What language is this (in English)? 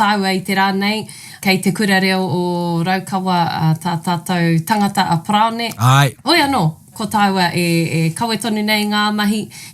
Māori